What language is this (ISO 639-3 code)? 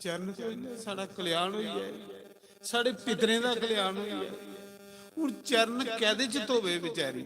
doi